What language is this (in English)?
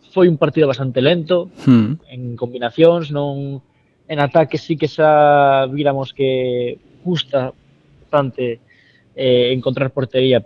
Galician